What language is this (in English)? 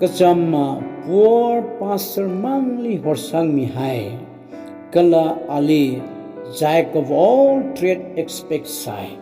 Tangkhul Naga (India)